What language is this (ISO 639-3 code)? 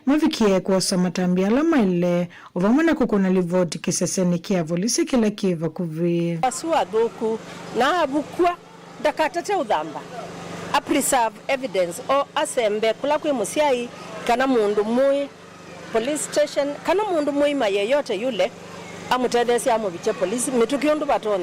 kam